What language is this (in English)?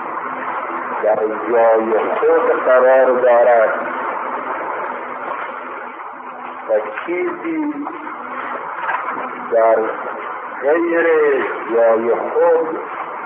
Persian